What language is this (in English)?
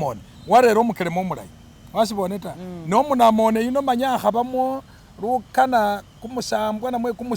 Masaaba